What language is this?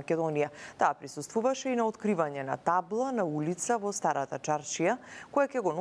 Macedonian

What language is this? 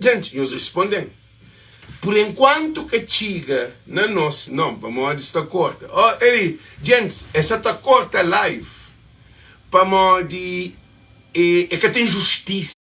Kabuverdianu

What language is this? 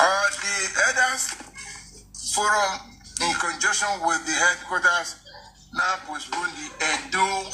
Nigerian Pidgin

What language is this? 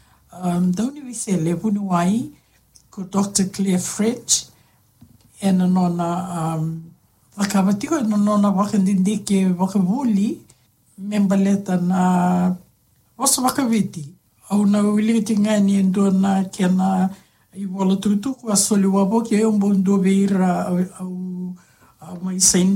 Fijian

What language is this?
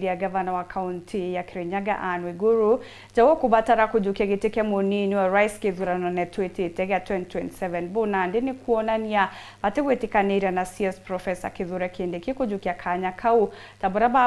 Meru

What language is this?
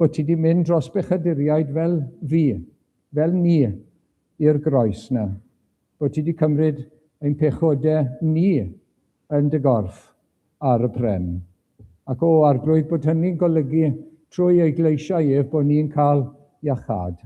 Welsh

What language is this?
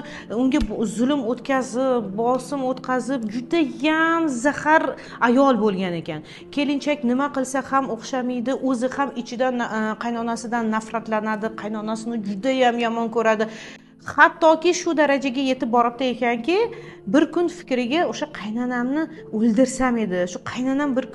Uzbek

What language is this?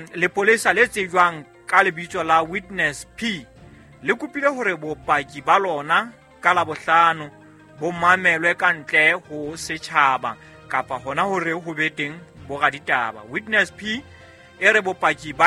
Southern Sotho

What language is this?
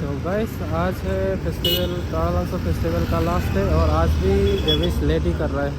Karbi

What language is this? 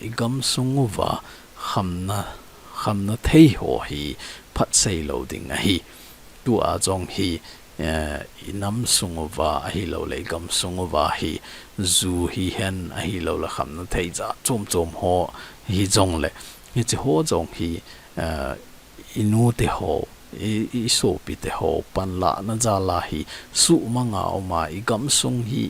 Thado Chin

